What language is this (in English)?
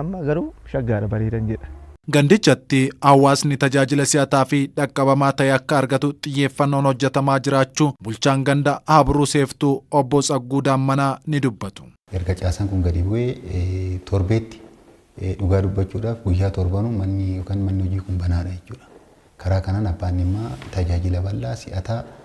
Oromo